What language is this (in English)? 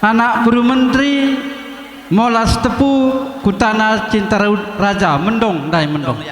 Batak Karo